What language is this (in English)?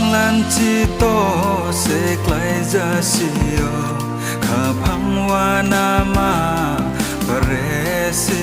Riang (India)